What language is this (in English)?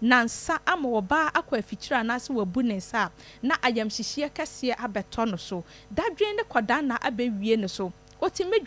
Akan